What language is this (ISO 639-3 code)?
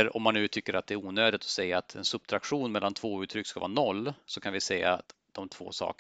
swe